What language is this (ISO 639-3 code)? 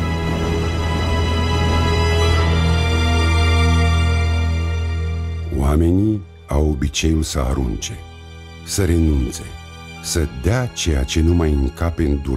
ron